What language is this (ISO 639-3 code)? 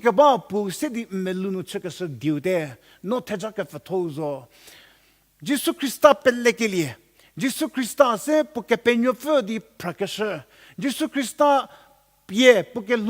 njm